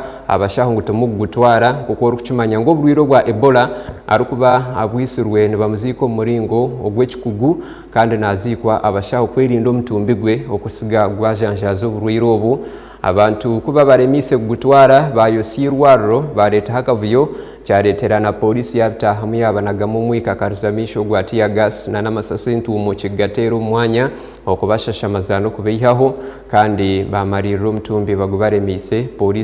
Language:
Nyankole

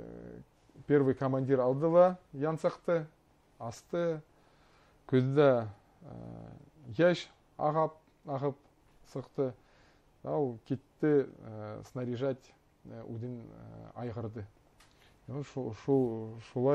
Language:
Bashkir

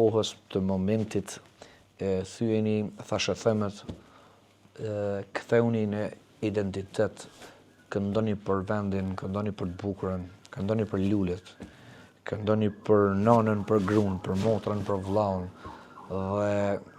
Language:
Albanian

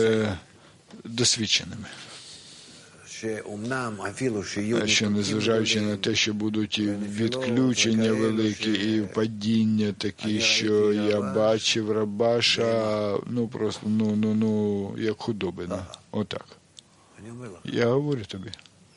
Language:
Ukrainian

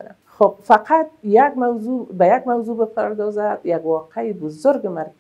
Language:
Persian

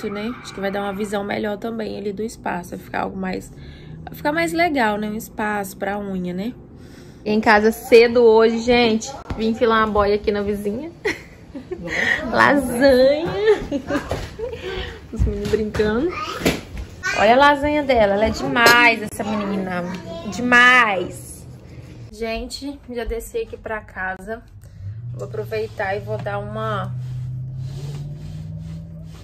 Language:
Portuguese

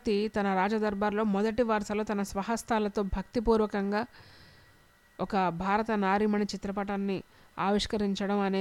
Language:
Telugu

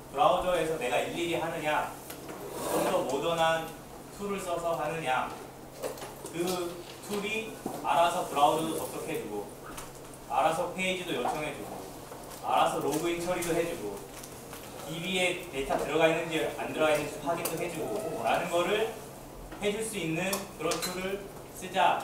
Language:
Korean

